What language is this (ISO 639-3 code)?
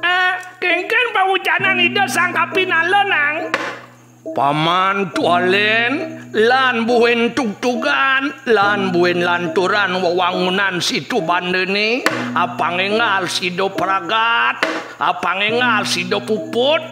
ban